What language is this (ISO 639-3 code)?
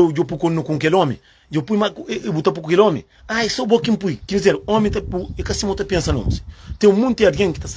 kea